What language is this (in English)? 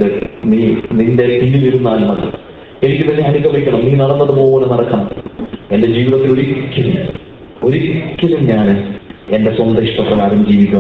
Malayalam